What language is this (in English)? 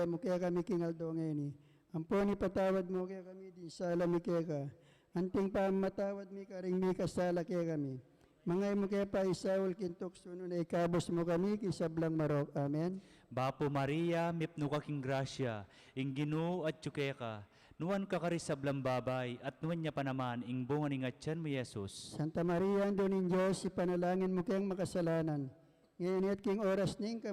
Pampanga